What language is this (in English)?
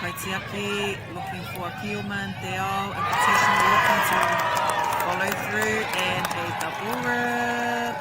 Māori